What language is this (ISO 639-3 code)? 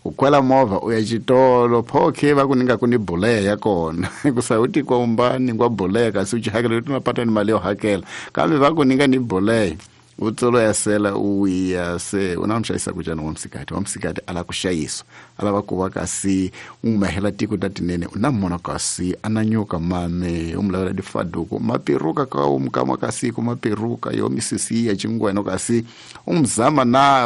tso